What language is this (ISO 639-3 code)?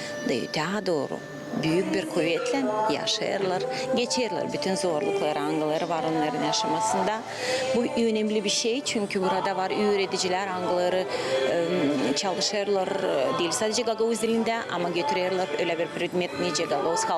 gag